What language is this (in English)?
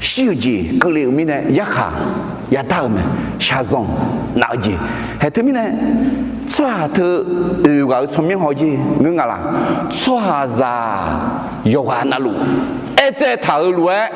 Akha